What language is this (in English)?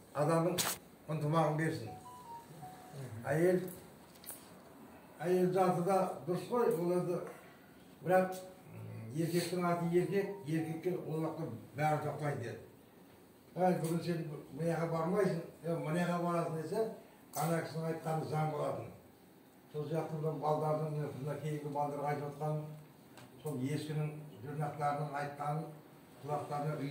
Kazakh